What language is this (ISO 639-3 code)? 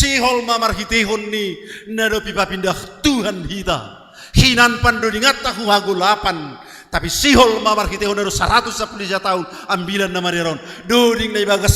bts